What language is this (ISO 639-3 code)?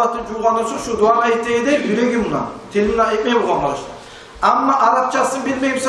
kum